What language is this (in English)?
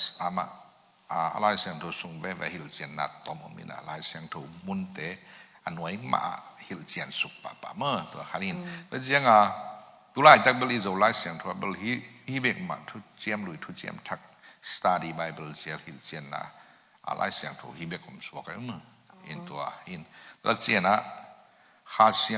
Tedim Chin